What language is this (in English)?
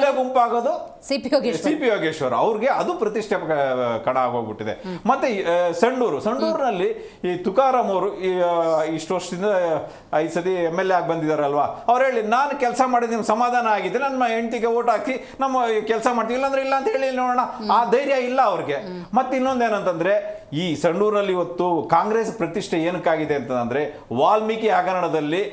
Kannada